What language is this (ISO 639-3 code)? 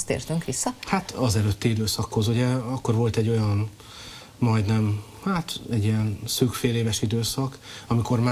hun